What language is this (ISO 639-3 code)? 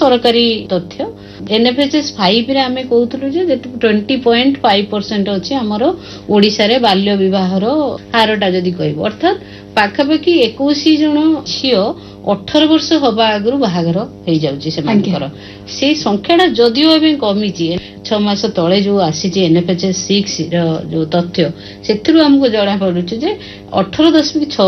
ori